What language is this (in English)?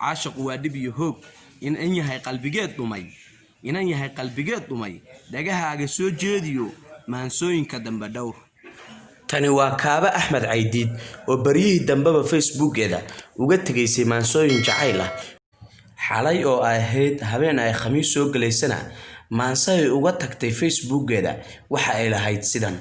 Somali